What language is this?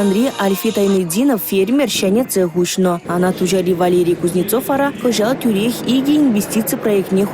Chuvash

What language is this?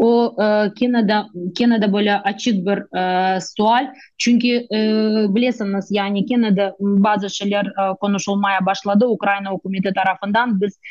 Crimean Tatar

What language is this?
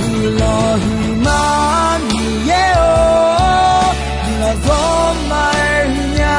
Akha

